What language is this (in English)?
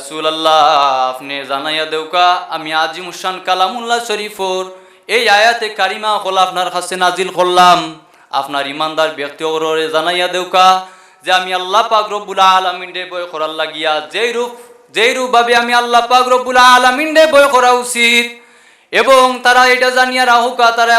Sylheti